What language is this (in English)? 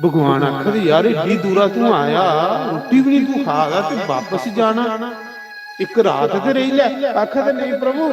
Dogri